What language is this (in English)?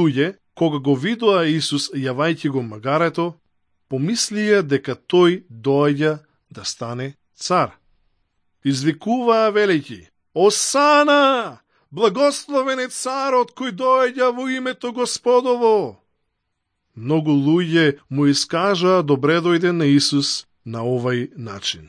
Macedonian